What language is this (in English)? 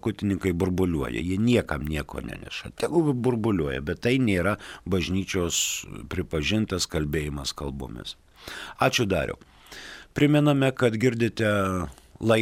Lithuanian